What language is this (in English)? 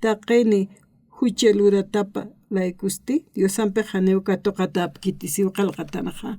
Aymara